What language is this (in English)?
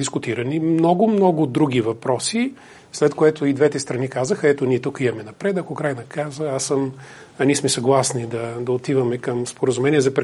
Bulgarian